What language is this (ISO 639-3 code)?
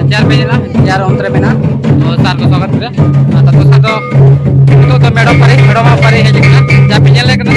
sat